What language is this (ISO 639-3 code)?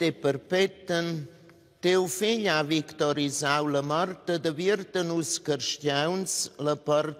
roh